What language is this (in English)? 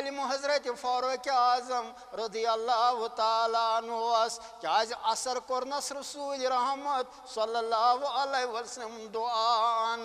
Kashmiri